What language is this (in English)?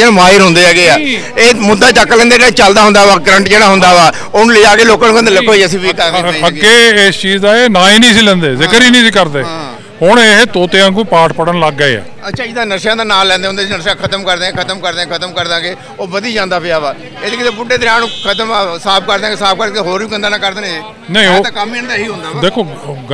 Punjabi